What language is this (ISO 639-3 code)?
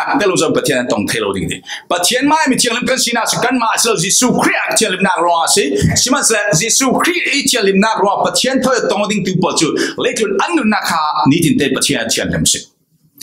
cfm